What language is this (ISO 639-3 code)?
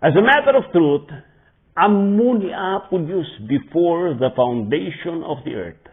ilo